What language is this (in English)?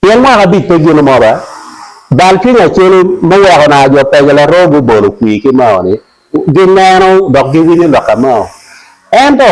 Acoli